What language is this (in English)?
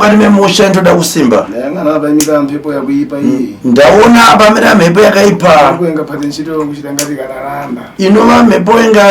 Shona